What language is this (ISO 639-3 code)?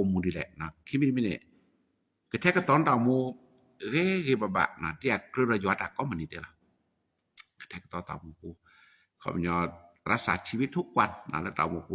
ksw